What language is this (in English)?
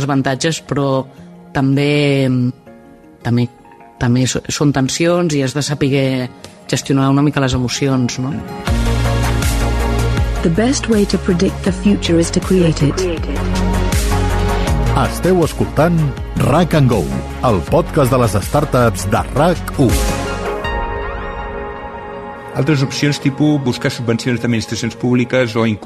Catalan